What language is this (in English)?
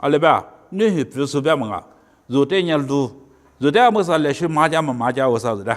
Lisu